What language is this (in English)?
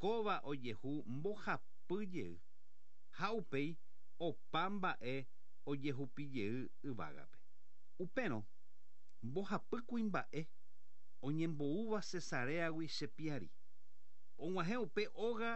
Guarani